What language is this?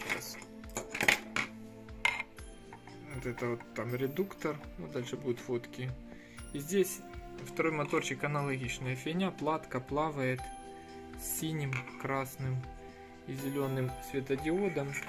Russian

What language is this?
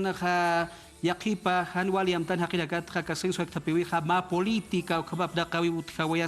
Aymara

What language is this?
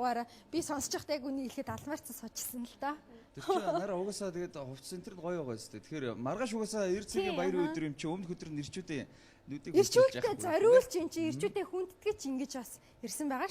Mongolian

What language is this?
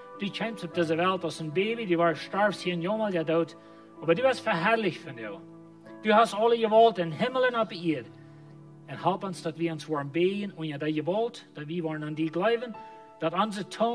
Plautdietsch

